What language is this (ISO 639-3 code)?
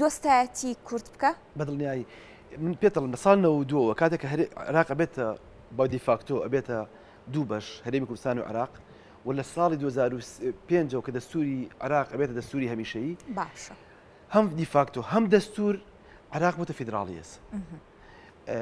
ckb